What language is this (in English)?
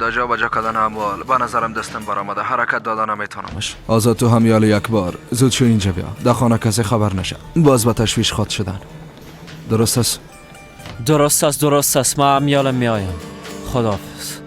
Persian